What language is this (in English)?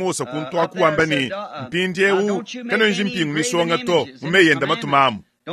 Luba-Lulua